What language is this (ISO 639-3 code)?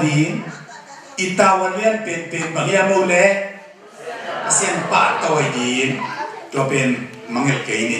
ctd